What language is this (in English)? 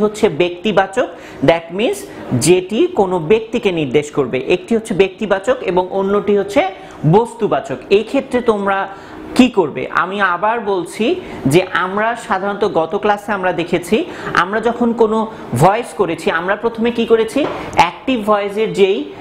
Bangla